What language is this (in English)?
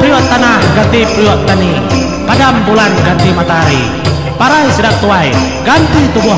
Iban